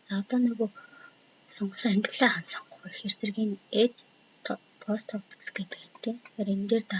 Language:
Mongolian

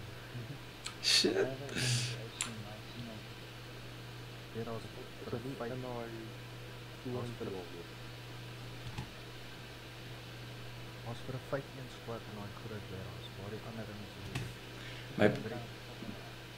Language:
Afrikaans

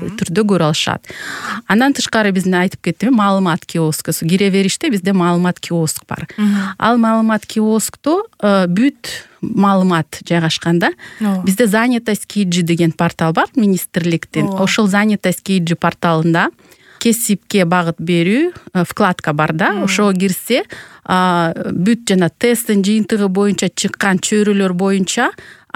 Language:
Kyrgyz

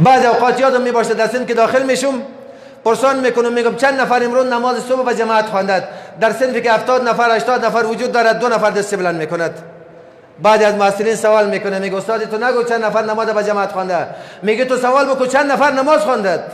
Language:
Persian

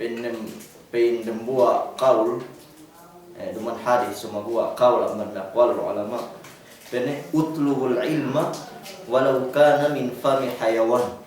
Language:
Yakan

